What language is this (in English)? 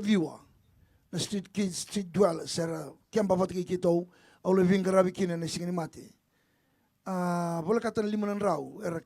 Fijian